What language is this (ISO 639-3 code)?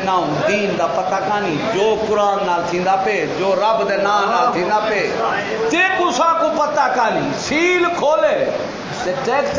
skr